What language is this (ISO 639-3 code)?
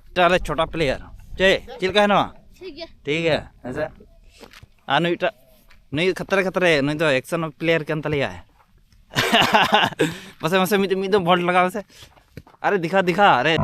sat